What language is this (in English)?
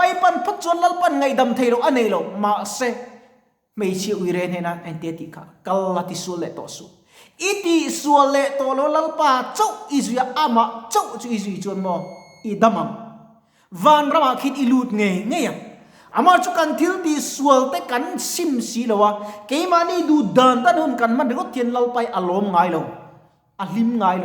Mizo